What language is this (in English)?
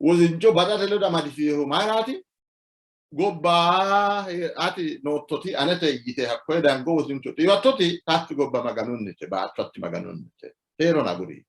Sidamo